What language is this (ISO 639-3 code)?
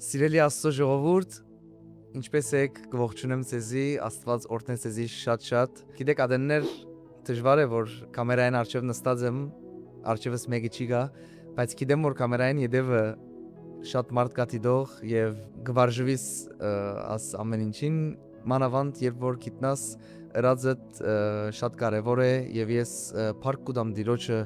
hyw